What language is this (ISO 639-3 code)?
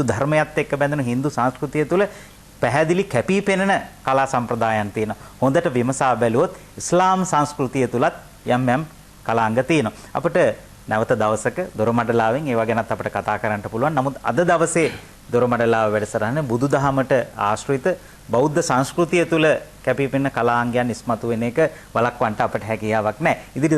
sin